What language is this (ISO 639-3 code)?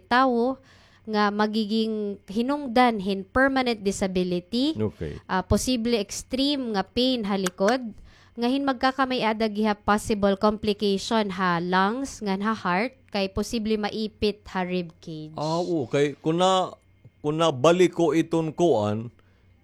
war